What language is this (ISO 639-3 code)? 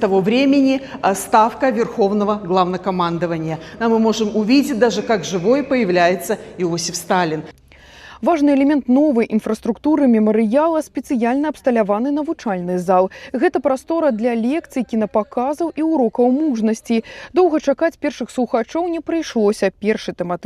bel